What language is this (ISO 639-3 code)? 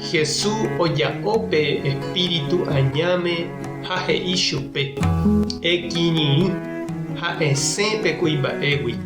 grn